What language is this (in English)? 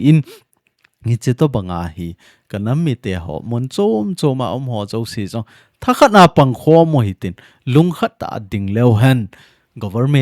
Thado Chin